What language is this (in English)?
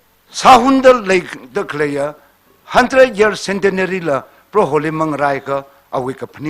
Tangkhul Naga (India)